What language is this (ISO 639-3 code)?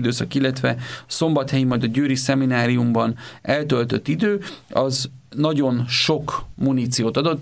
hun